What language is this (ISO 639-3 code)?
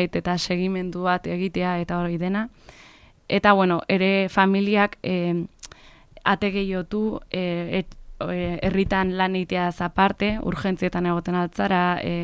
eus